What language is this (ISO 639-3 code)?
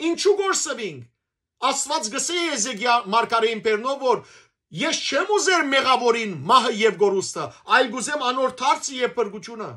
hyw